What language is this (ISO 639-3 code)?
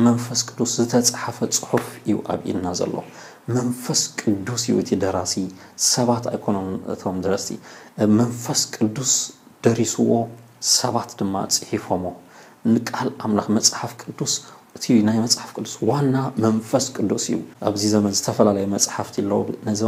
tir